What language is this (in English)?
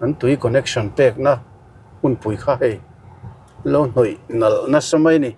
Mizo